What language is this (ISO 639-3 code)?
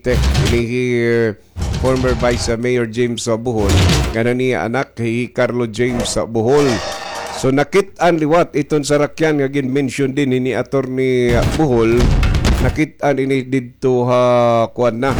war